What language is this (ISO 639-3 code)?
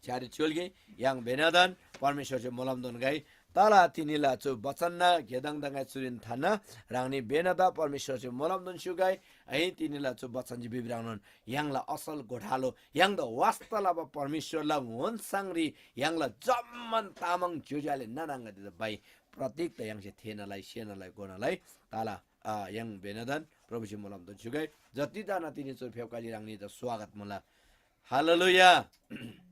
taj